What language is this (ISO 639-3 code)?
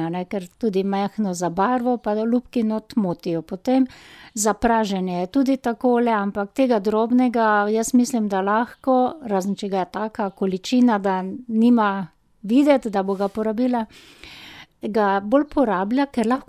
slv